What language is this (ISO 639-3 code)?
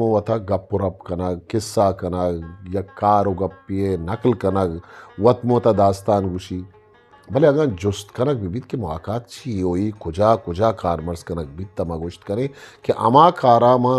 bgp